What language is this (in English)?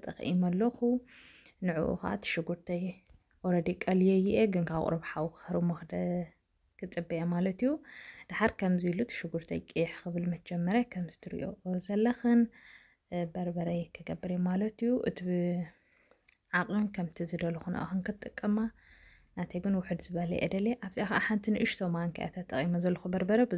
Tigrinya